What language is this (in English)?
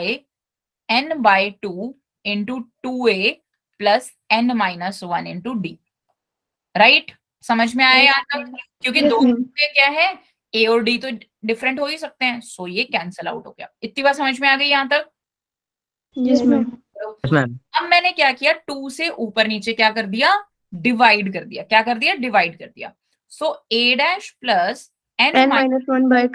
Hindi